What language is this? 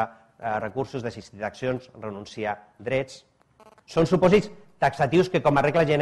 Catalan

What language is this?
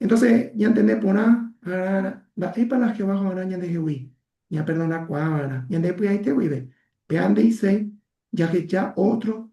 Guarani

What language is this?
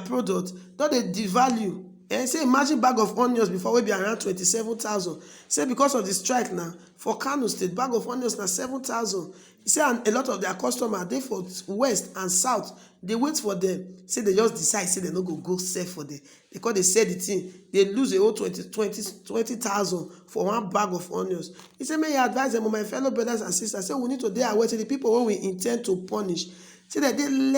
Nigerian Pidgin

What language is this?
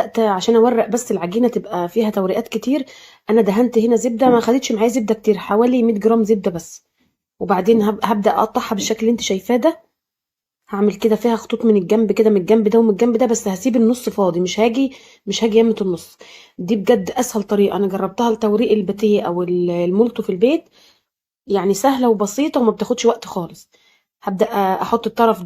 Egyptian Arabic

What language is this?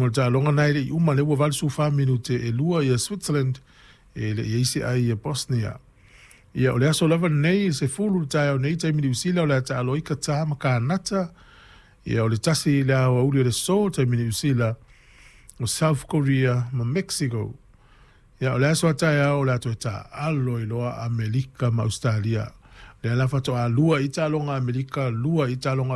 Samoan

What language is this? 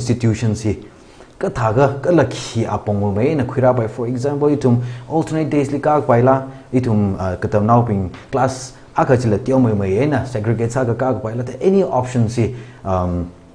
Tangkhul Naga (India)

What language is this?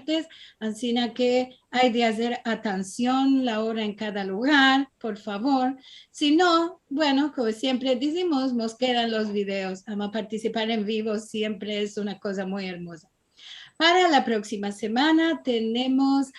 Ladino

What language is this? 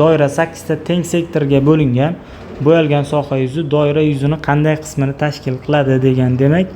Uzbek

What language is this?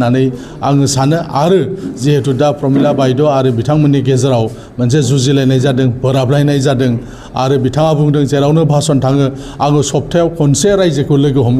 Bodo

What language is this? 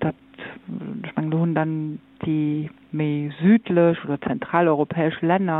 Luxembourgish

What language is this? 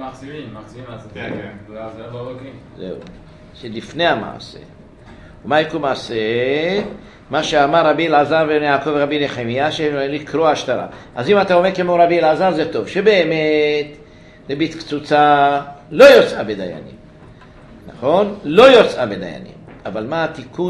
Hebrew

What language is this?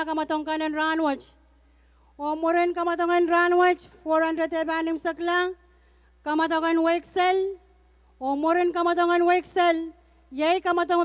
Pohnpeian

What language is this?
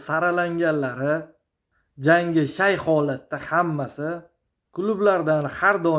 Uzbek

